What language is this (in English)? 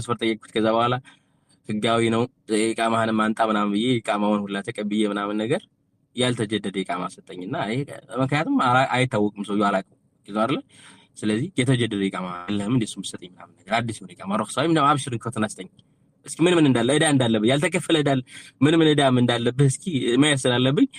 Amharic